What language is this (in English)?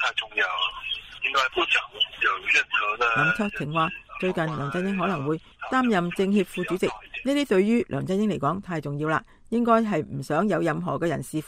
Cantonese